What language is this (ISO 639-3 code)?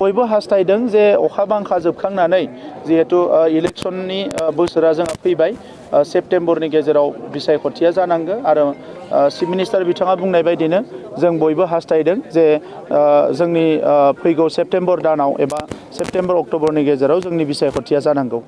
brx